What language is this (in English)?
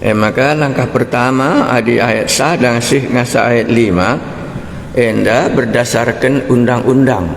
Batak Karo